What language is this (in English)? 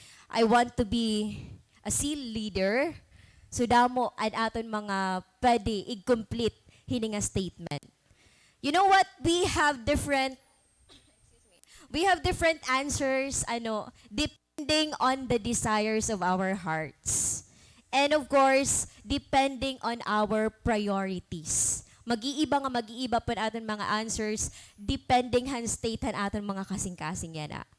Waray